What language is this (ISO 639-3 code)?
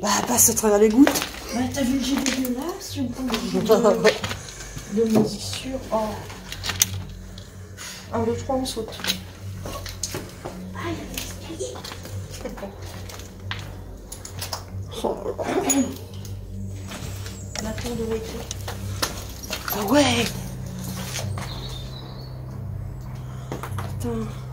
fra